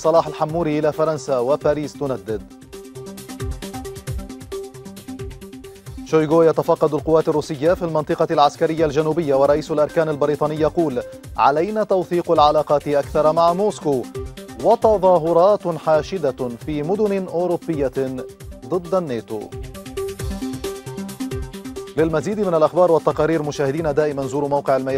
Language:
Arabic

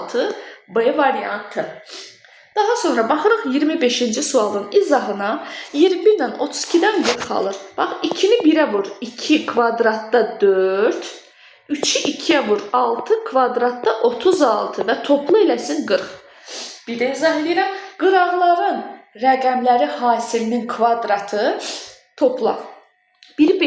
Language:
Azerbaijani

